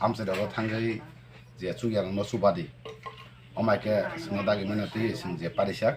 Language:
Kok Borok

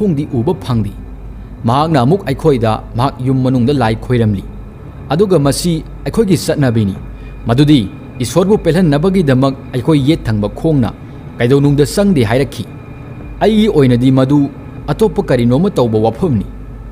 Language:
Manipuri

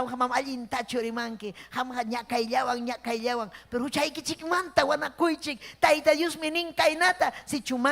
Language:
Ayacucho Quechua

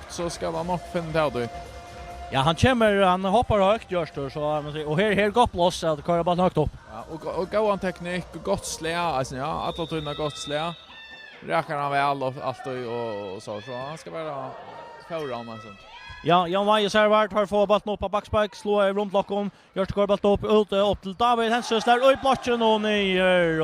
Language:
Faroese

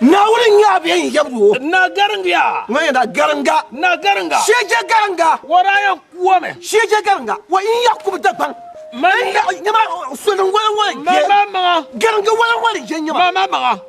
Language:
Dagbani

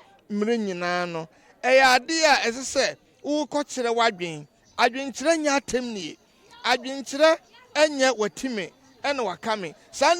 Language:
Akan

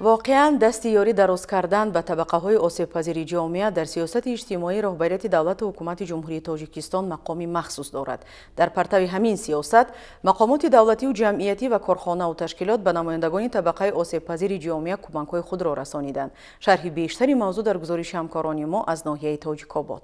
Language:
Tajik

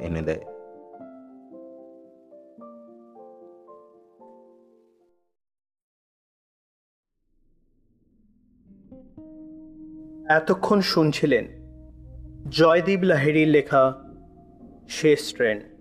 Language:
Bangla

